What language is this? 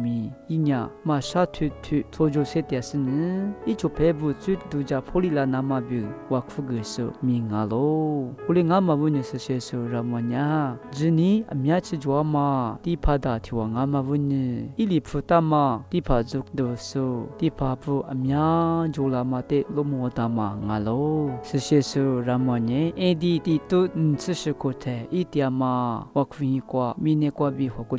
Lisu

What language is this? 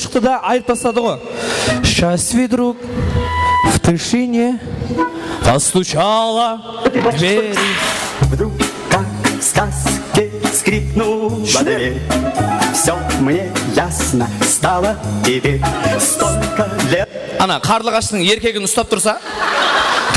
Kara-Kalpak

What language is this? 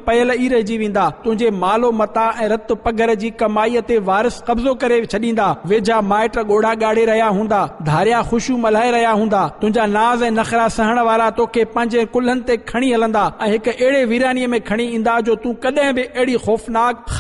Sindhi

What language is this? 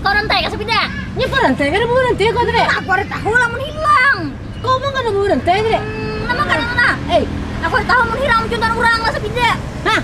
Banjar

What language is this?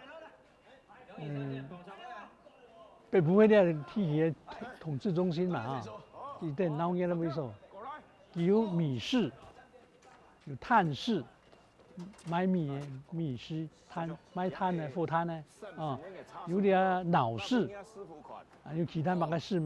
Hakka Chinese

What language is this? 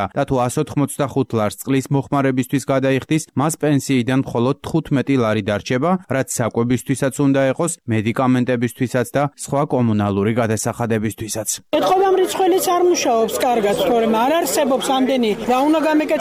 Georgian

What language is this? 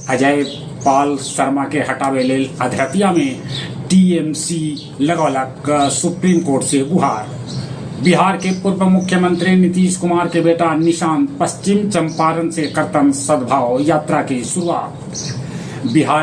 Magahi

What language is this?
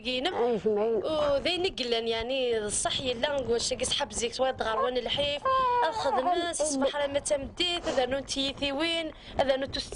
Kabyle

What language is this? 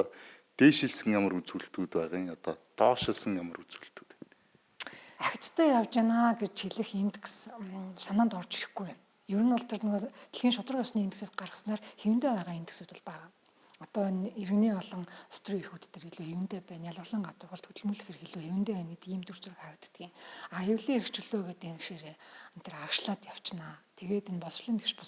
Mongolian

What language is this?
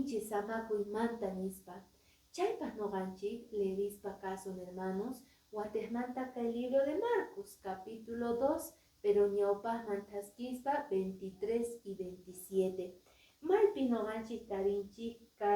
Quechua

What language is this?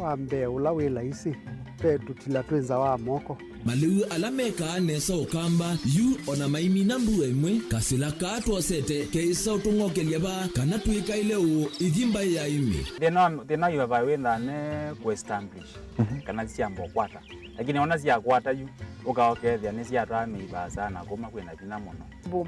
Kamba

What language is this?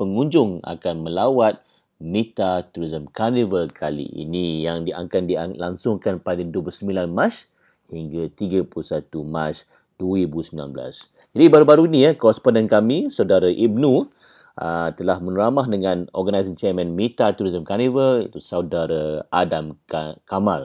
Malay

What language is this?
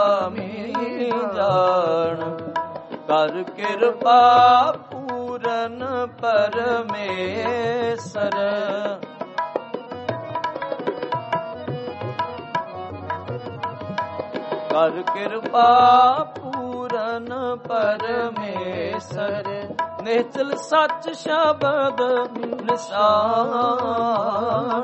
Punjabi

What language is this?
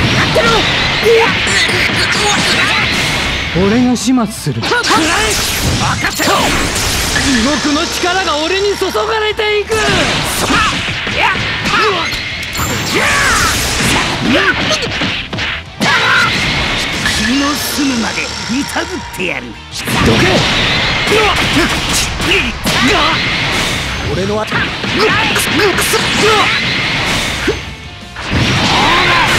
Japanese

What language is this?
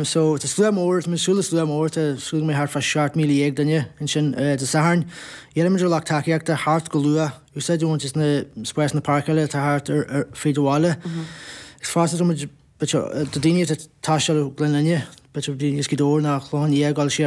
Irish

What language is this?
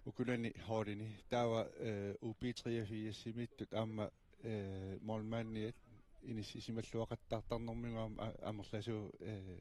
Kalaallisut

